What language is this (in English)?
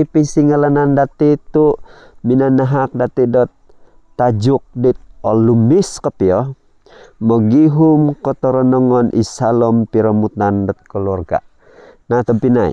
Central Dusun